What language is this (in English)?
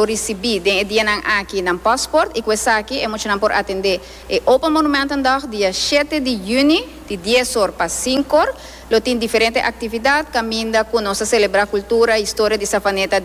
Papiamento